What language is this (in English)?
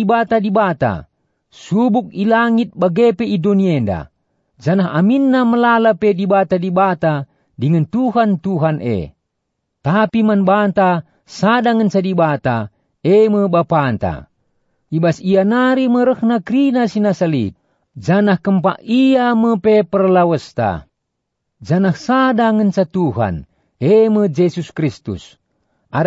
Batak Karo